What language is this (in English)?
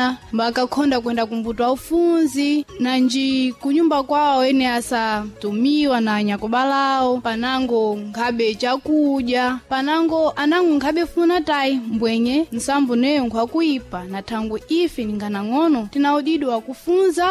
Sena